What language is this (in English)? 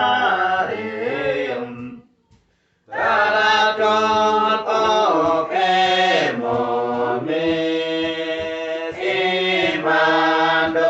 Uduk